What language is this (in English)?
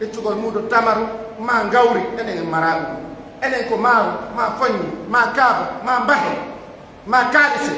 Fula